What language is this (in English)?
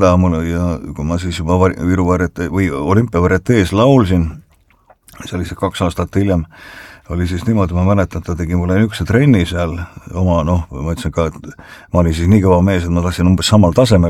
Estonian